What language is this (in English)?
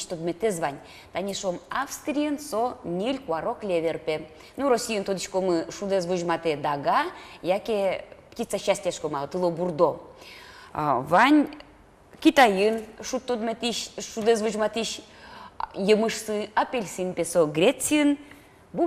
Udmurt